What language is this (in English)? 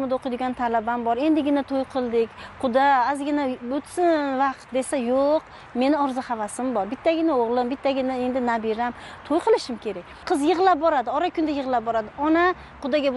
Uzbek